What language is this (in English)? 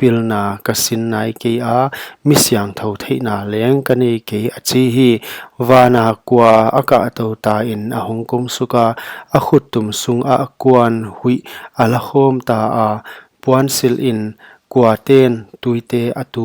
Paite Chin